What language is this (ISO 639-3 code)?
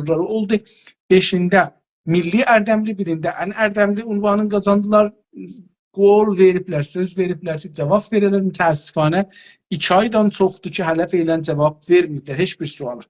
azb